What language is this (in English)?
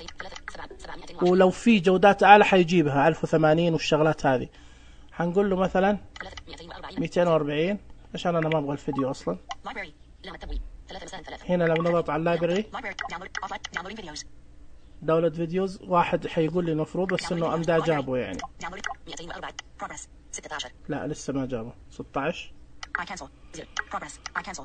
Najdi Arabic